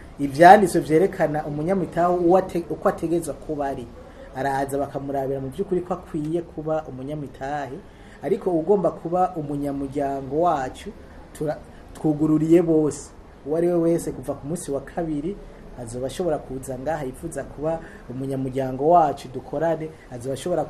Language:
Rundi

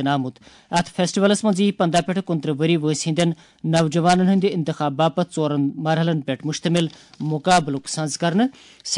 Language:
Kashmiri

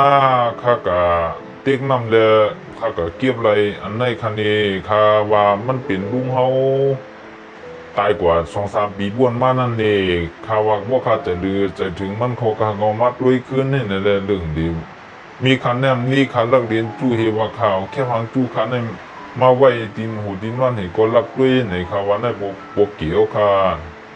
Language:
Shan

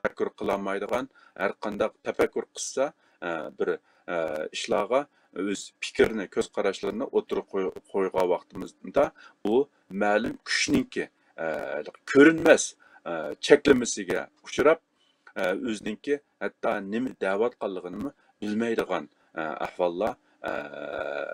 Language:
Uyghur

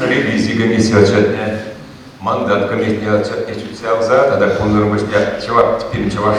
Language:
Chuvash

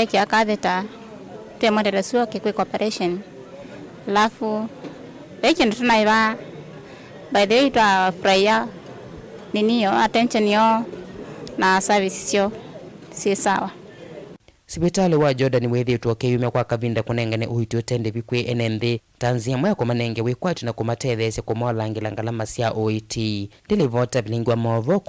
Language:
Kamba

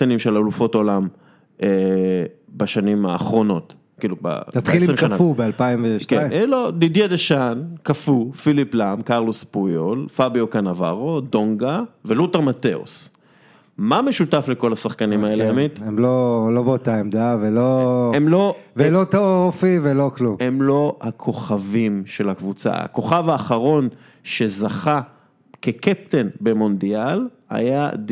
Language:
Hebrew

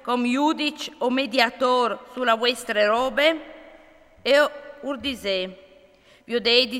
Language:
Friulian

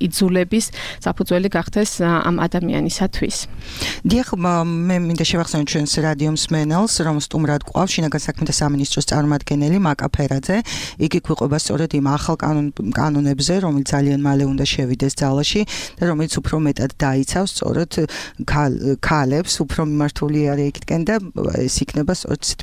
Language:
Georgian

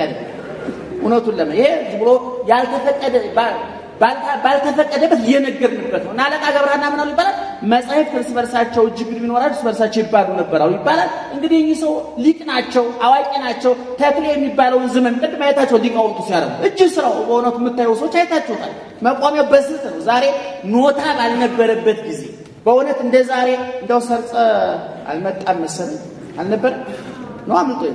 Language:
Amharic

